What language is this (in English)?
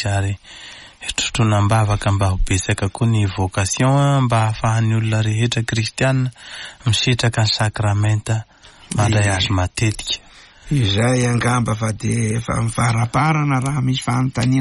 Malagasy